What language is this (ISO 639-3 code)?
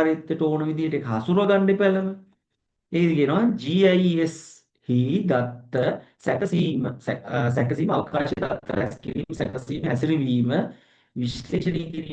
sin